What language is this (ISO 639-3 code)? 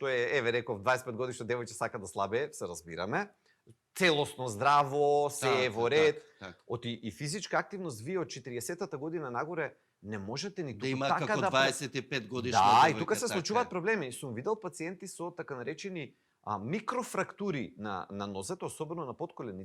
mkd